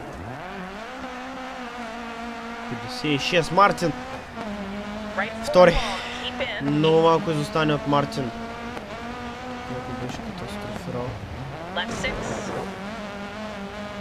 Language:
Bulgarian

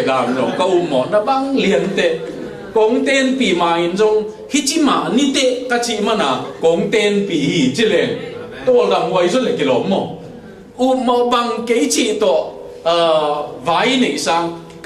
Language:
Tedim Chin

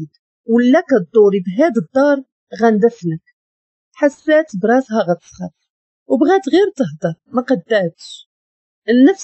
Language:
Moroccan Arabic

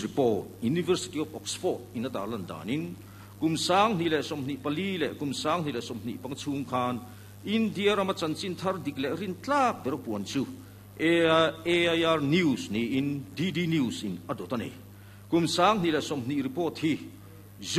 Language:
Mizo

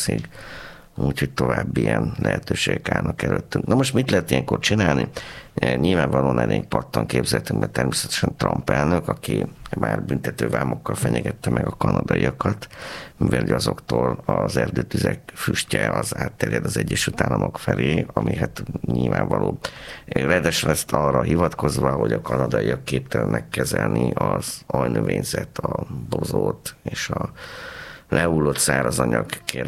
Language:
Hungarian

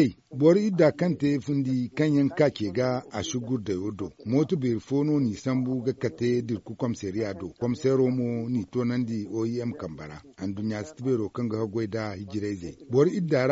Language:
Zarma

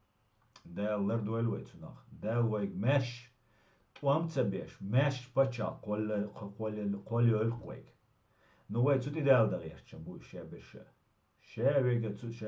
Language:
Chechen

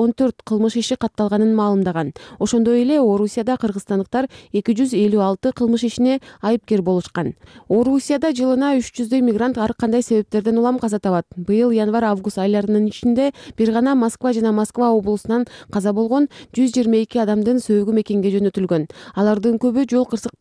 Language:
Kyrgyz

